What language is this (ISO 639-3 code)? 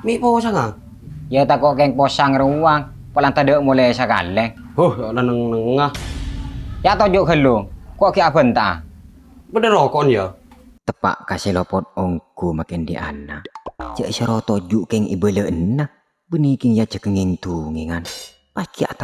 mad